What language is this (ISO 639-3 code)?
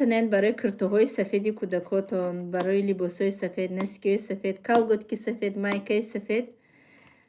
tgk